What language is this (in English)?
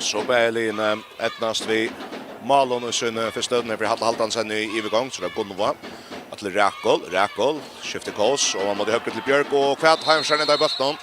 Faroese